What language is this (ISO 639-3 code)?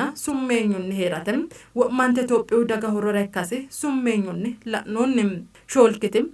sid